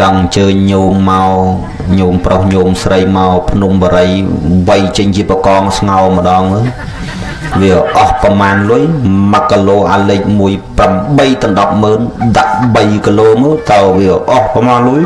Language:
Khmer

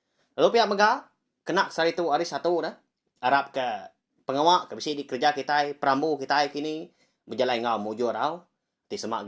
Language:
Iban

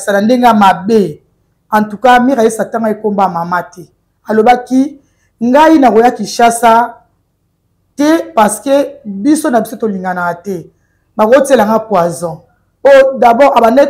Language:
Lingala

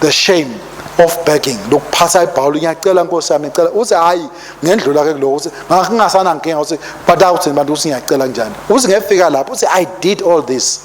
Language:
Swati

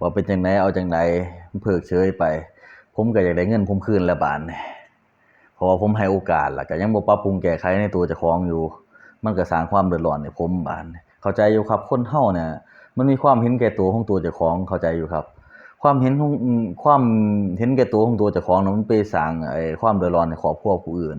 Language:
Northeastern Thai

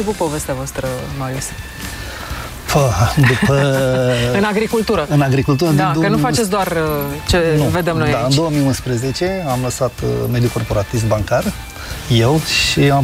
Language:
Romanian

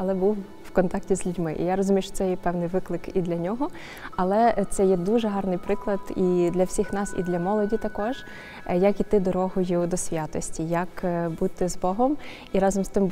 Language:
Ukrainian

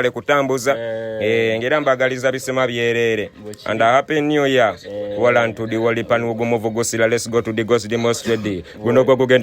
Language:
Ganda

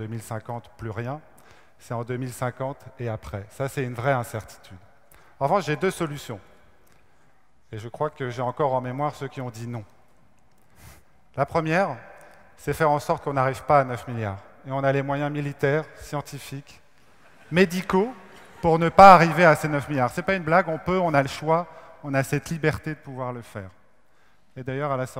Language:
French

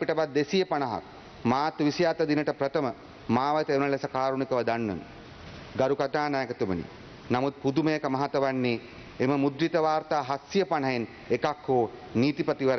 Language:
Sinhala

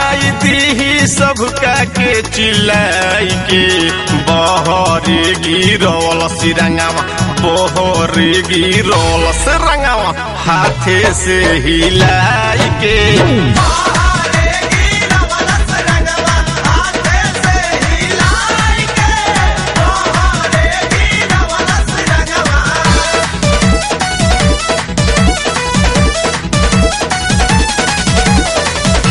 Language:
Bhojpuri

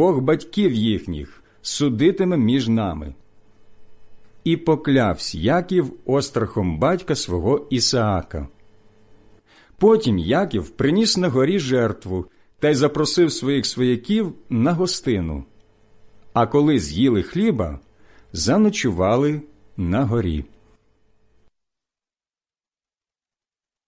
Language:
Ukrainian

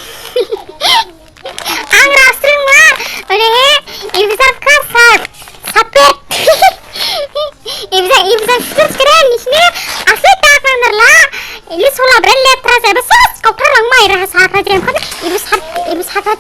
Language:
Dimasa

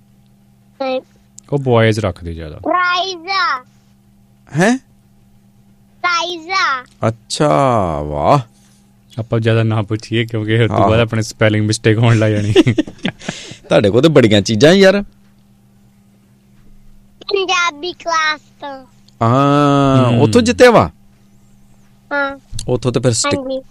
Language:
Punjabi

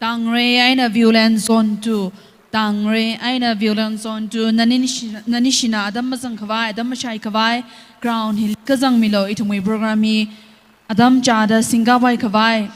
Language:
Tangkhul Naga (India)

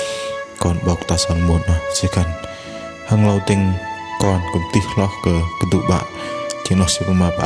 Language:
Bahnar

